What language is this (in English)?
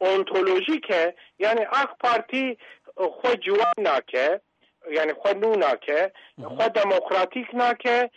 Kurdish